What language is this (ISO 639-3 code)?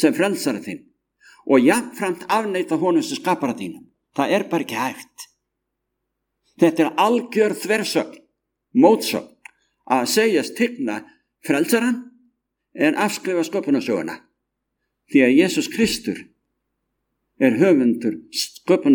isl